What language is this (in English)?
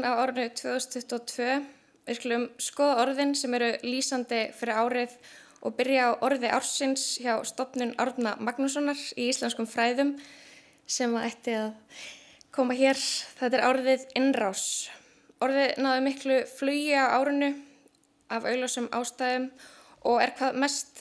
Icelandic